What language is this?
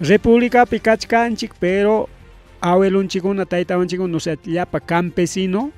Ayacucho Quechua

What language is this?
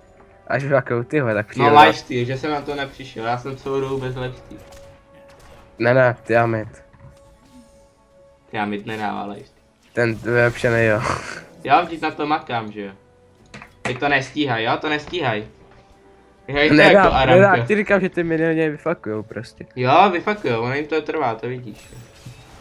Czech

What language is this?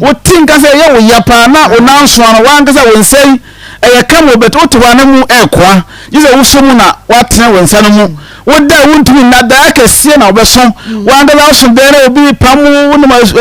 Akan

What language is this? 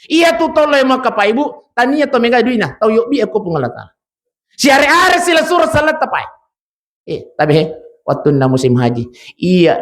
Buginese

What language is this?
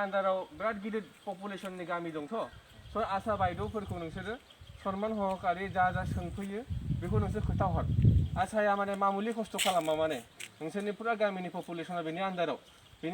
Bodo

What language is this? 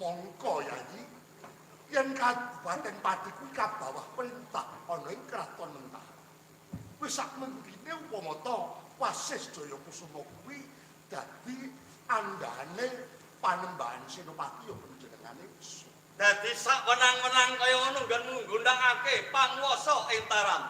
Javanese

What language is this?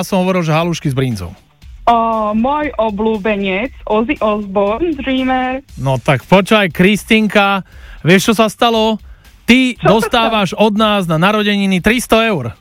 Slovak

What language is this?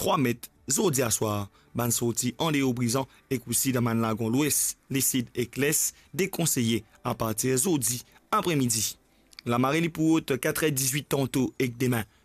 Morisyen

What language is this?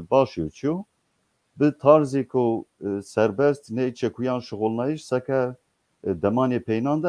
Zaza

